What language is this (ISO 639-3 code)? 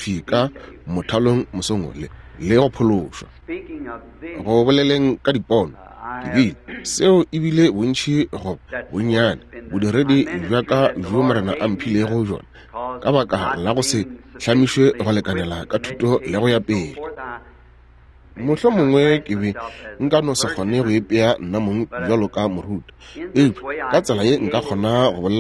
nso